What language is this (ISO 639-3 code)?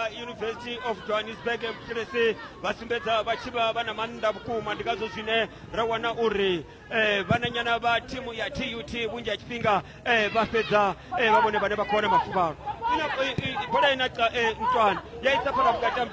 ven